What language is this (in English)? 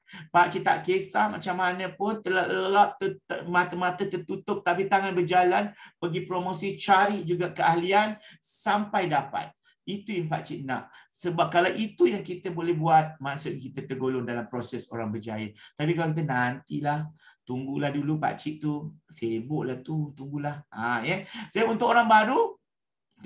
Malay